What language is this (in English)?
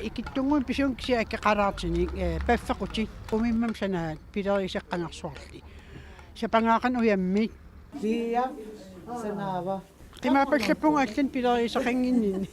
Kalaallisut